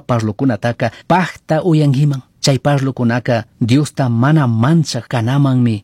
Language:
Chimborazo Highland Quichua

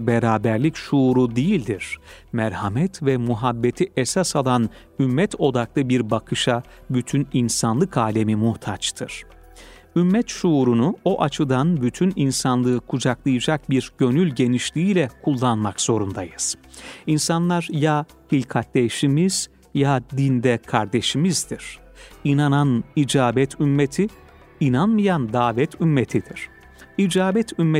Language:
Turkish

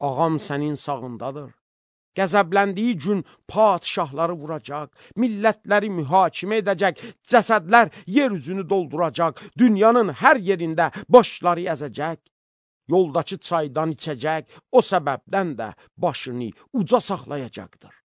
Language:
Azerbaijani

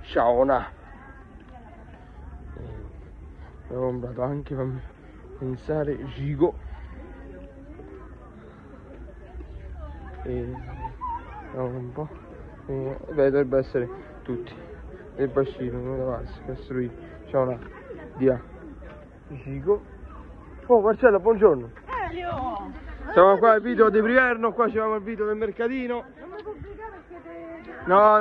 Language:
Italian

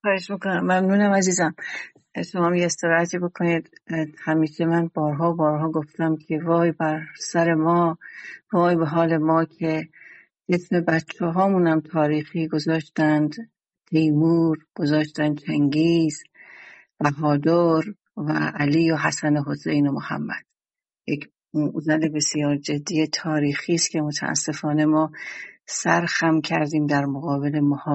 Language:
Persian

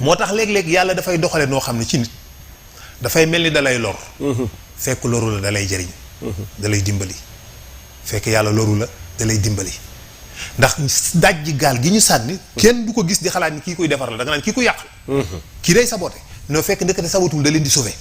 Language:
Wolof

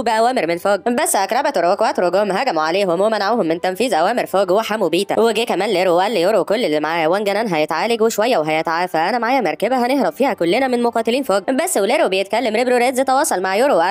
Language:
Egyptian Arabic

